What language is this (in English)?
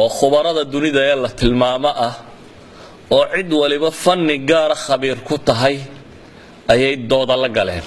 Somali